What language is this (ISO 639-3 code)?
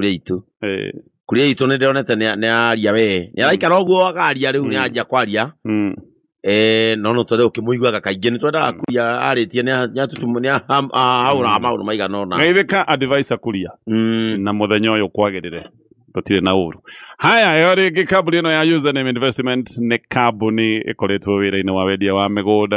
kik